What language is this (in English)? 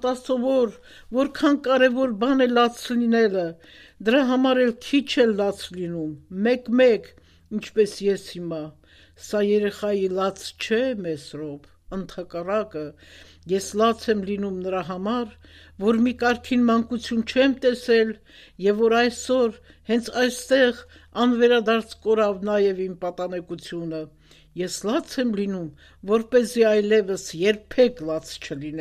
Armenian